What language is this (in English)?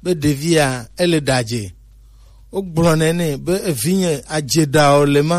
Gen